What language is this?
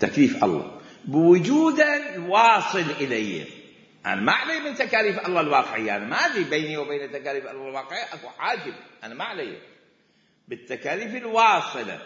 Mesopotamian Arabic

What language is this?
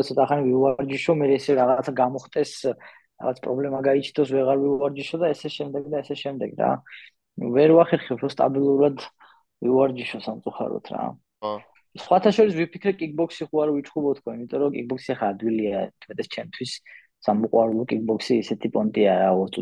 Georgian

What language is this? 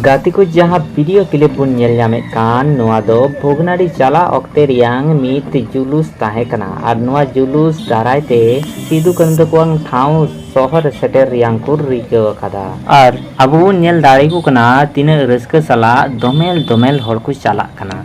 Santali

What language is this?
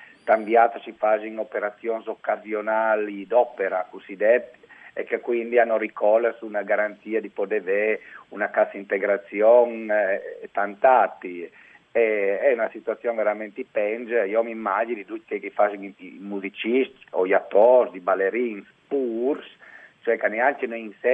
Friulian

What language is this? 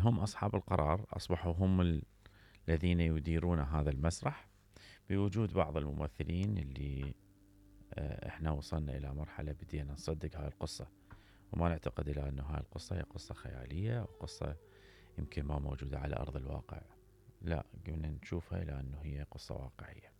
Mesopotamian Arabic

